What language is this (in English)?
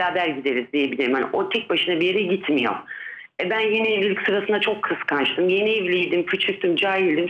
Turkish